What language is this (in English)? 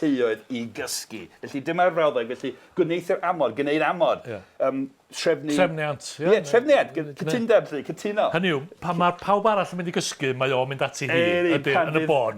Welsh